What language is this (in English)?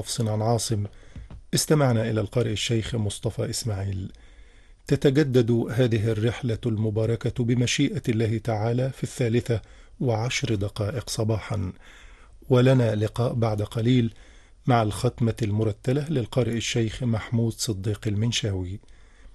Arabic